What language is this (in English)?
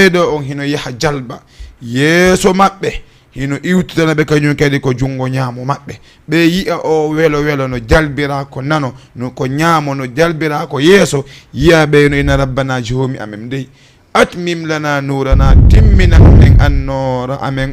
Fula